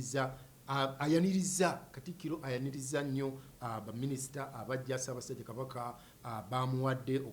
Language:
Ganda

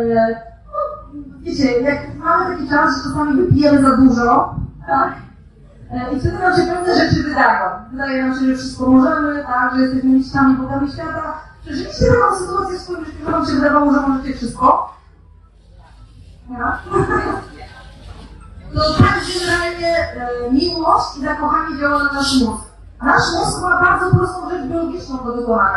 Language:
Polish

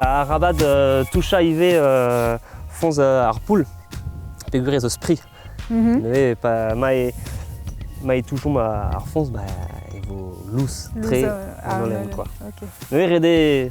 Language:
Breton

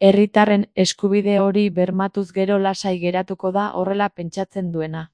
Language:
Basque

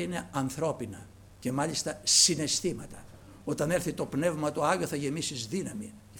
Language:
Greek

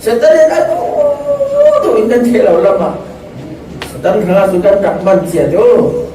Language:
Falam Chin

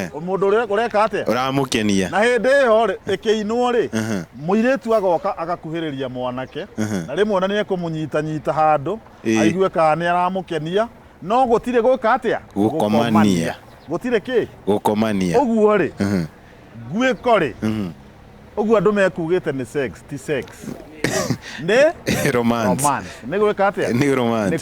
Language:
Kikuyu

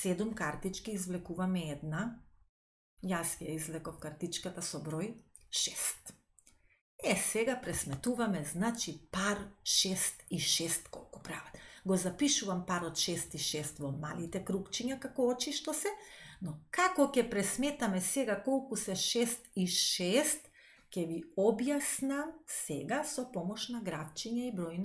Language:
Macedonian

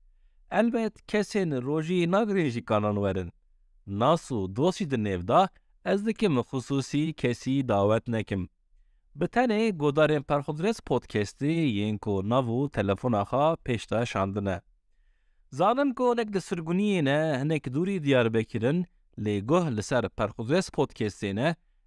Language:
Kurdish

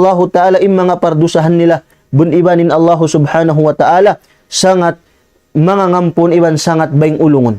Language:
Tausug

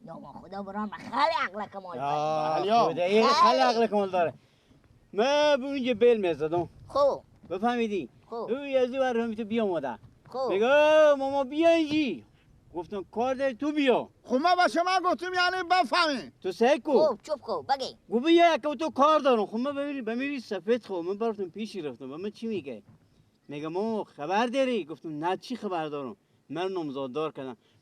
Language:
Persian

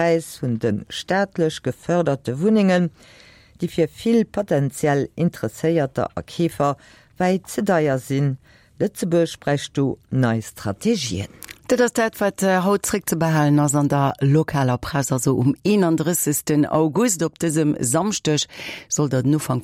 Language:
Luxembourgish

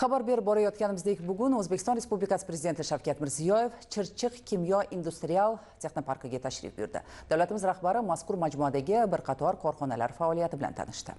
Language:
Uzbek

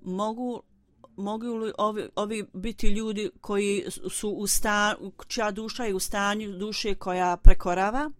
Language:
Bosnian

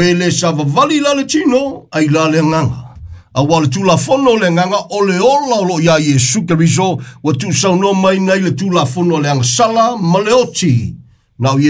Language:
Samoan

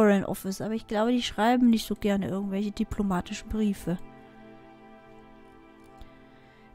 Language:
German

